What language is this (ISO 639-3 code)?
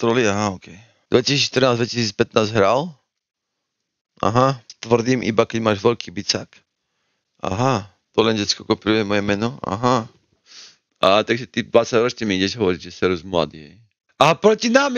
slk